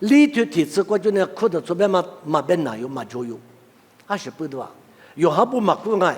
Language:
Lisu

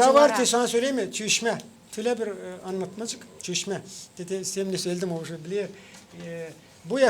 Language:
Gagauz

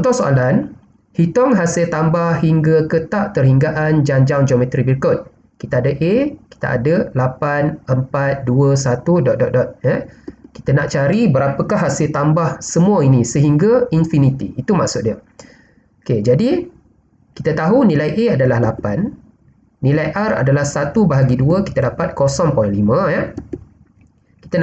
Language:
Malay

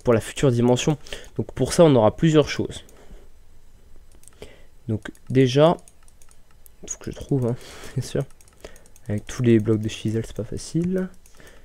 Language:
French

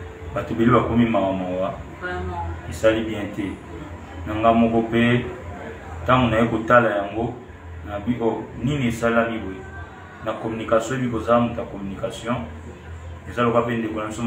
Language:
Lingala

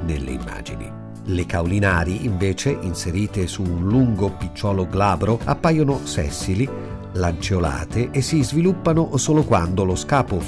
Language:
Italian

